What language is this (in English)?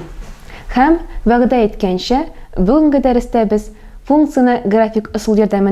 Tatar